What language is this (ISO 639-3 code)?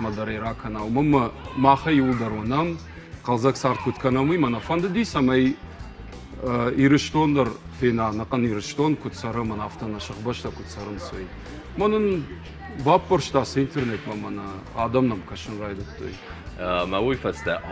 oss